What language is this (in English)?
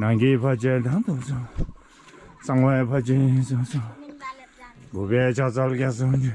Tibetan